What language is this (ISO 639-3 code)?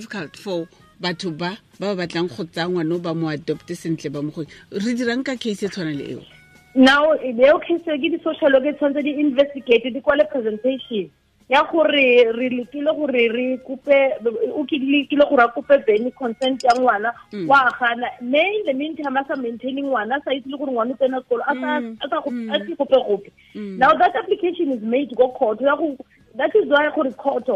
tsn